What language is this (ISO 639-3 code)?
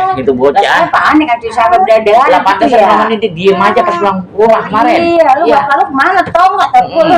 bew